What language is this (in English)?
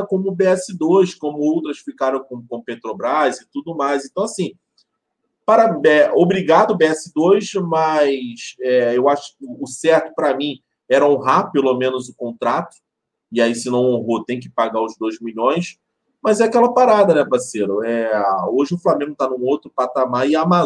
Portuguese